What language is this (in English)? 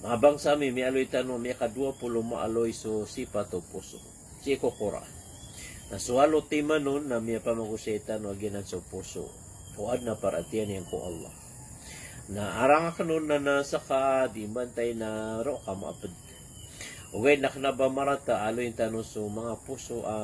Maranao